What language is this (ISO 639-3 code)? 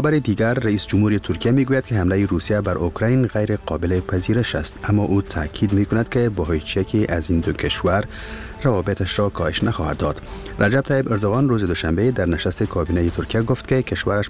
fas